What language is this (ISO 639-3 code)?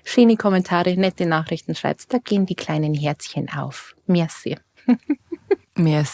bar